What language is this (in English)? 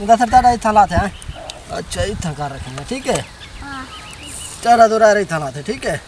Saraiki